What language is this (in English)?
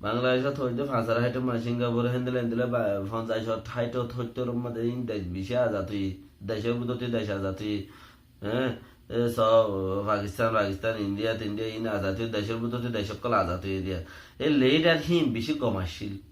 Rohingya